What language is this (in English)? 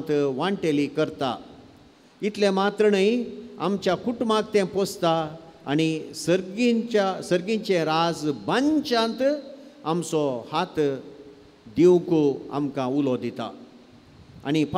Konkani